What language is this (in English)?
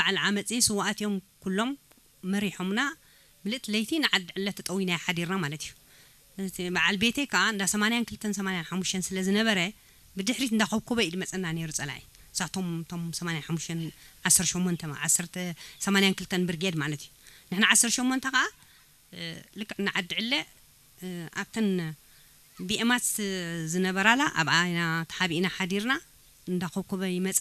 Tigrinya